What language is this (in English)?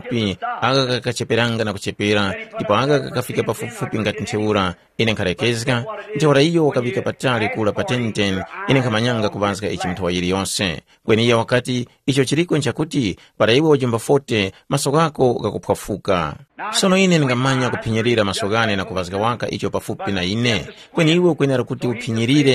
Tumbuka